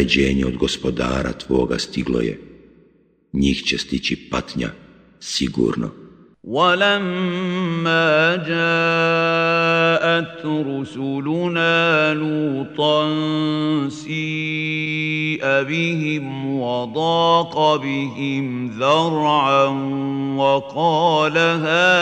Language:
Bosnian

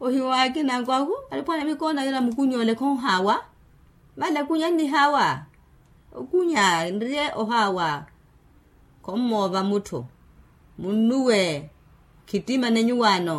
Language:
Makhuwa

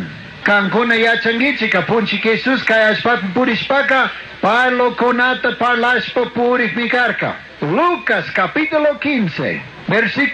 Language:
Chimborazo Highland Quichua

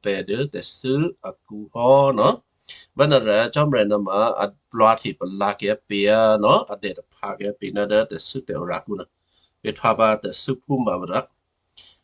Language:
Western Kayah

